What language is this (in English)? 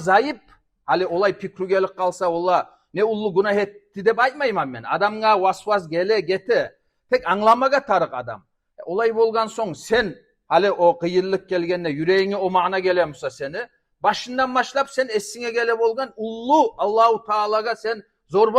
Kumyk